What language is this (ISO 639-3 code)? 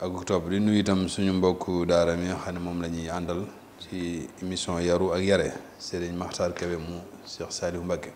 wol